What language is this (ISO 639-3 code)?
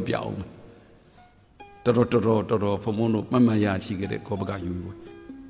mya